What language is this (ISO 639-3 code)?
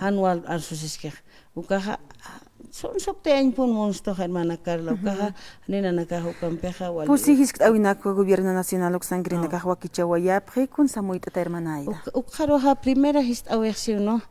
aym